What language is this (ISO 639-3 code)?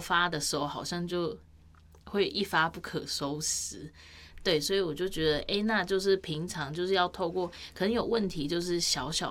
zho